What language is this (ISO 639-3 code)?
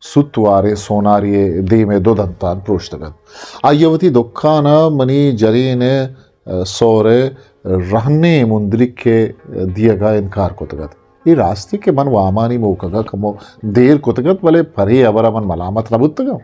bgp